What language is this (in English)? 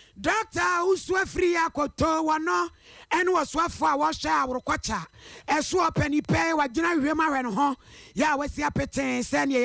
Akan